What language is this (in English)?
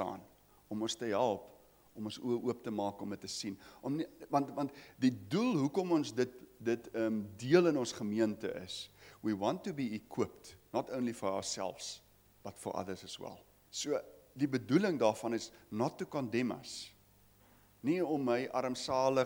Afrikaans